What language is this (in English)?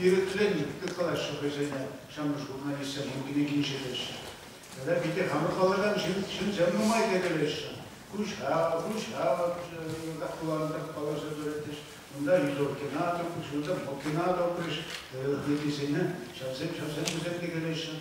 Chuvash